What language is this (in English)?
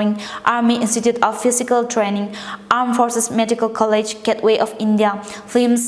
Tangkhul Naga (India)